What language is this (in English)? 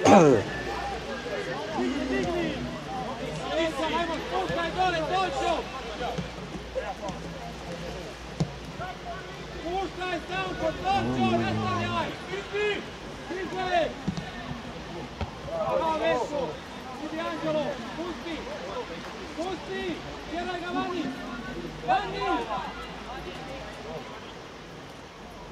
Croatian